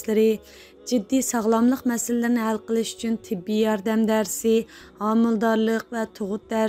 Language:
Uyghur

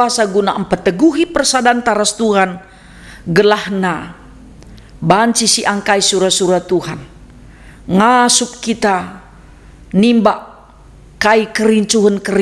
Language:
Batak Karo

